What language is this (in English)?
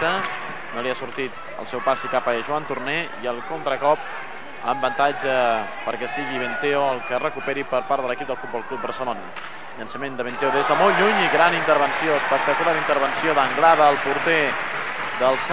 Catalan